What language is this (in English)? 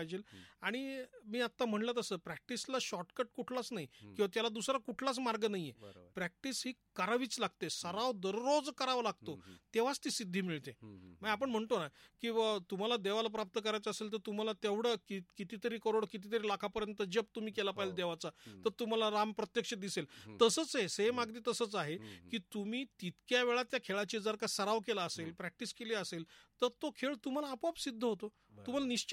Marathi